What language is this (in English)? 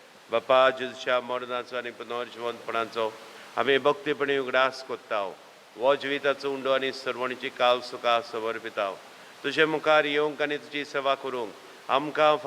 Konkani